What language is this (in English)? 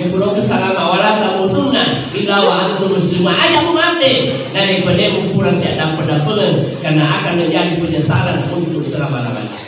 Buginese